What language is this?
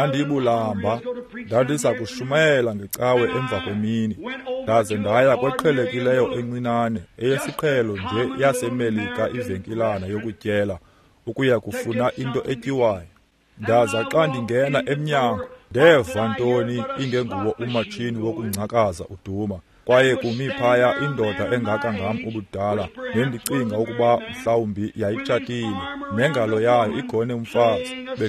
Xhosa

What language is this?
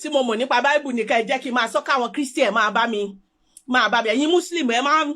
Yoruba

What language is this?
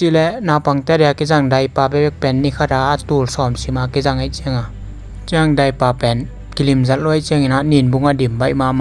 Tedim Chin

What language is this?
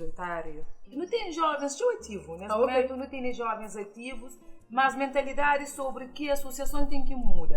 Kabuverdianu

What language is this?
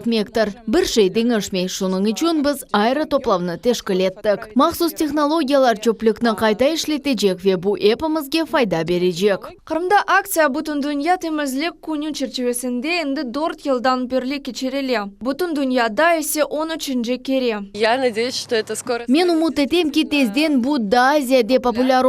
Crimean Tatar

